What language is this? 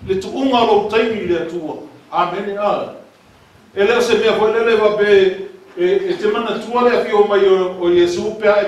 Samoan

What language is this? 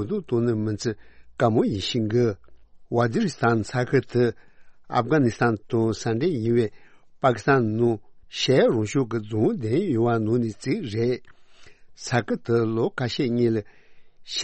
Tibetan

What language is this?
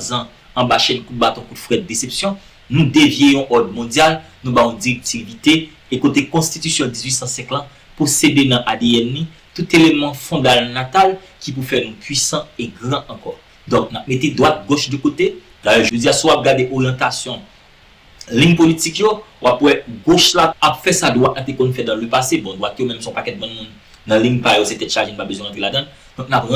Haitian Creole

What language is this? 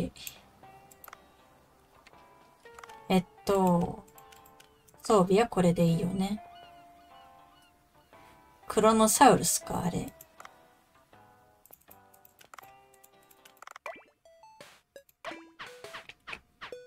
Japanese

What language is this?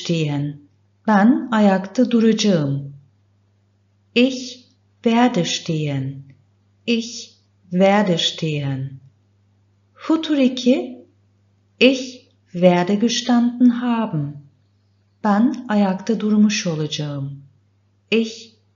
Turkish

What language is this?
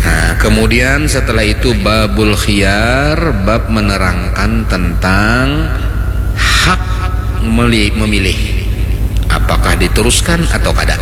Banjar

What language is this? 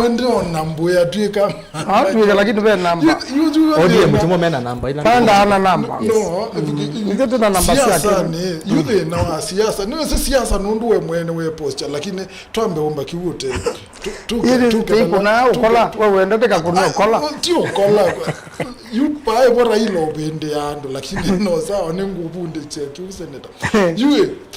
Kamba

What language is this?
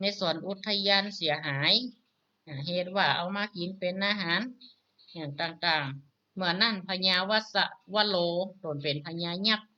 Northern Thai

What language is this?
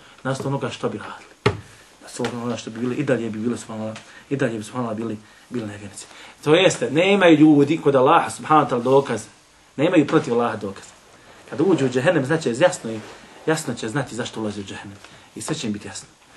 Bosnian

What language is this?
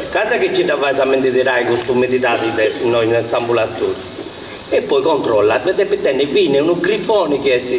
Sardinian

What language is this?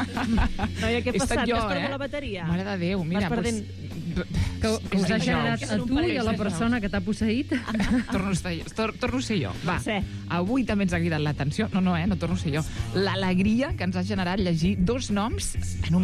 Catalan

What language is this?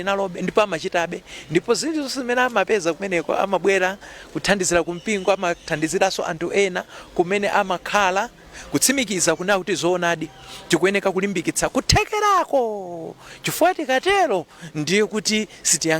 Nyanja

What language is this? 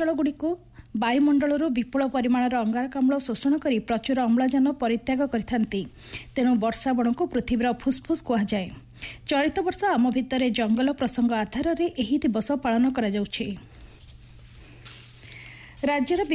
Odia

